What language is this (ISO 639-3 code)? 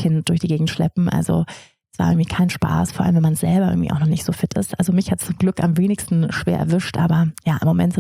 deu